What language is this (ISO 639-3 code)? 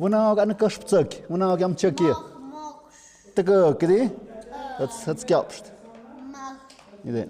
mxp